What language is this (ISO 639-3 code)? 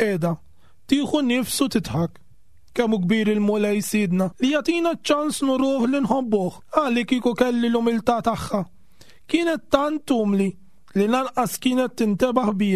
mlt